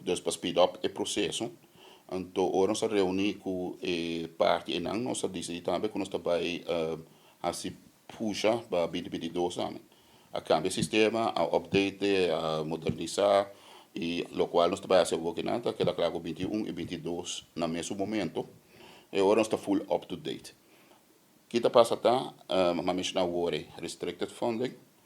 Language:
Papiamento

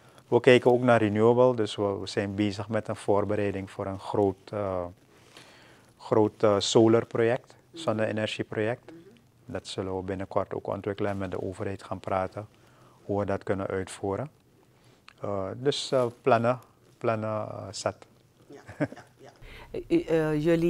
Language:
Dutch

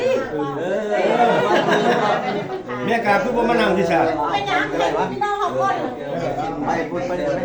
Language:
Lao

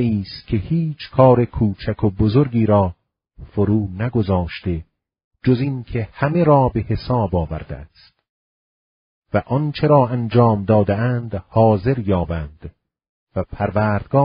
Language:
Persian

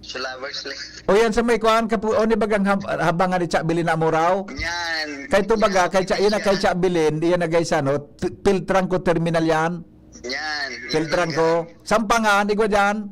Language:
Bikol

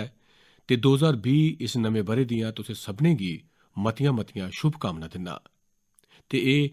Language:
Dogri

